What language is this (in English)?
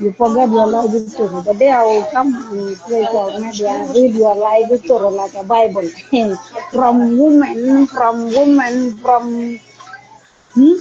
Nuer